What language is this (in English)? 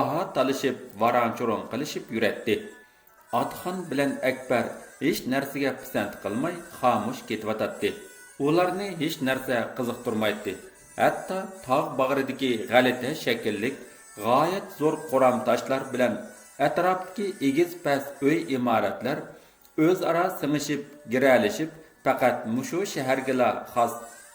Uyghur